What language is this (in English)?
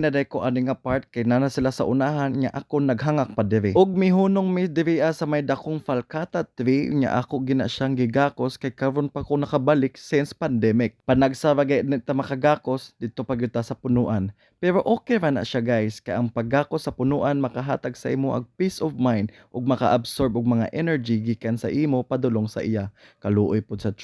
Cebuano